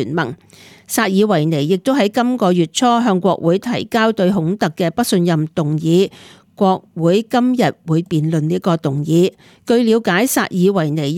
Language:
Cantonese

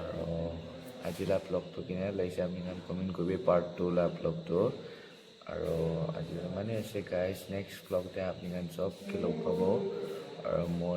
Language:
Naga Pidgin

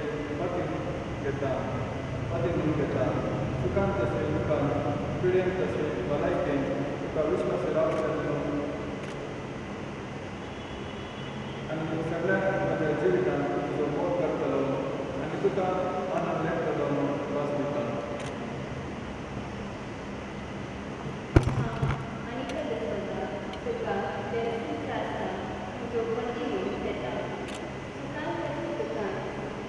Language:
Konkani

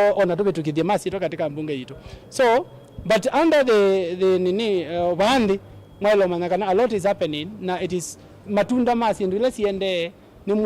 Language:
Kamba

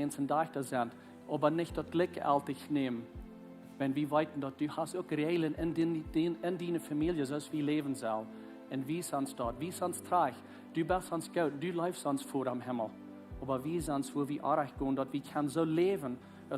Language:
Plautdietsch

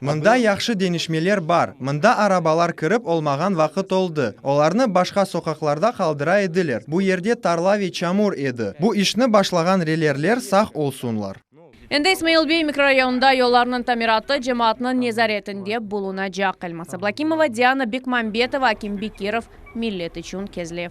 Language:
Crimean Tatar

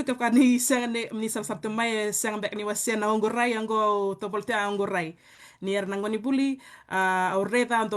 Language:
Fijian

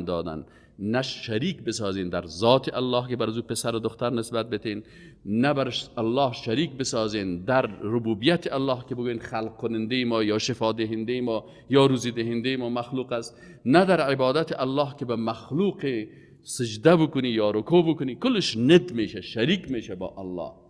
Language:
Persian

